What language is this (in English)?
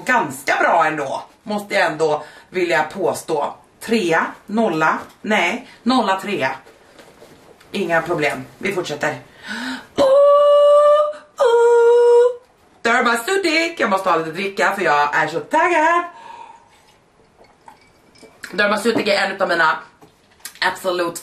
Swedish